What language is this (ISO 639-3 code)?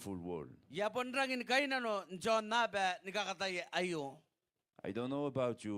gil